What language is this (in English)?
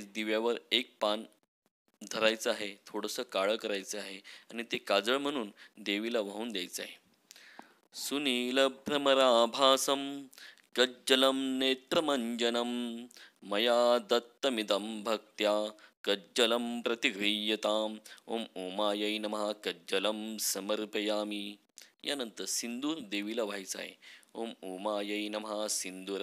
Marathi